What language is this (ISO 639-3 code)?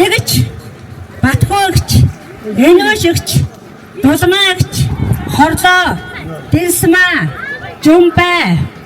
mon